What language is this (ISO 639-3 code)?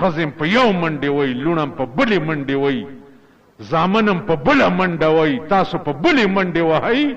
pus